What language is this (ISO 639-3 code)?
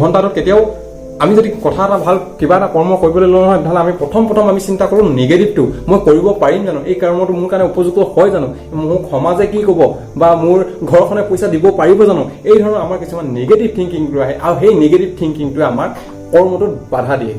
asm